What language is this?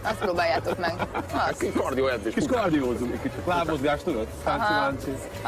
Hungarian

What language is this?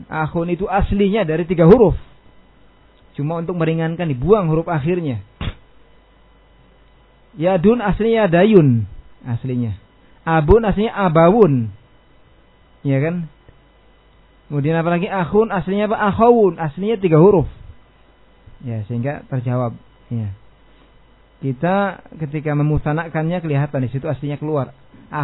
Indonesian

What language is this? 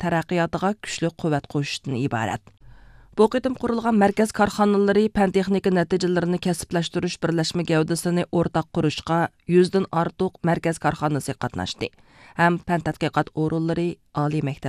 Uyghur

